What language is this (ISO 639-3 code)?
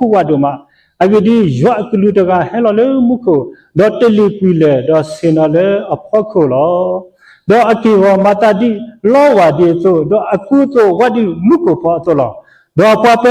ksw